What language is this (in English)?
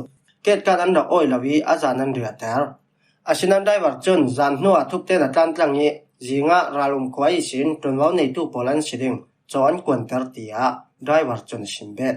Falam Chin